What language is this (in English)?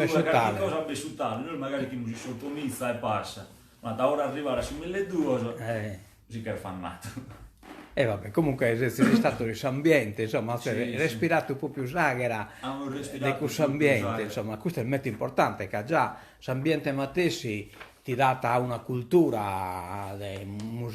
Sardinian